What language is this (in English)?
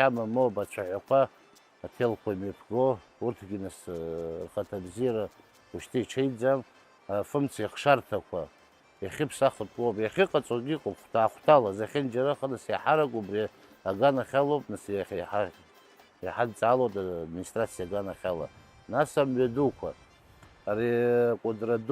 Abkhazian